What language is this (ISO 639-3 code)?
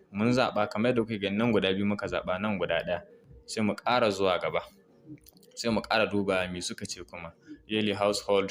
hau